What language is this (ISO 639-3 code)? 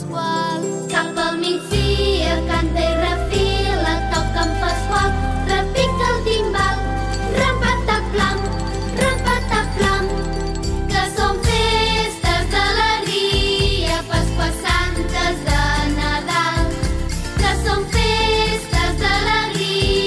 cat